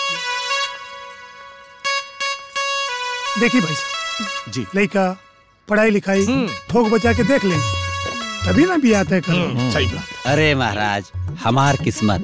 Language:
Bhojpuri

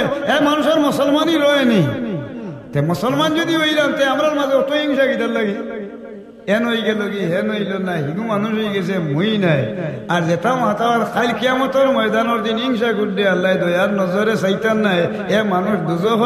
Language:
Sylheti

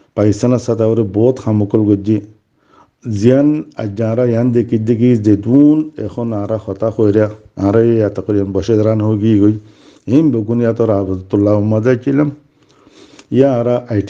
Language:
Rohingya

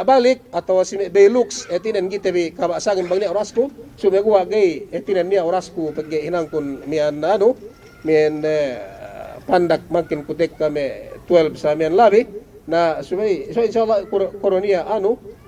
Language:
Yakan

